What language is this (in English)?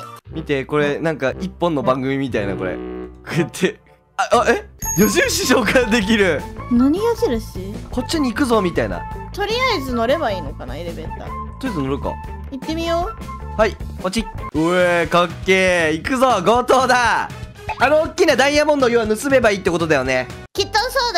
Japanese